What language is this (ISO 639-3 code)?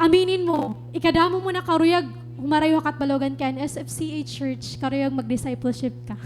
war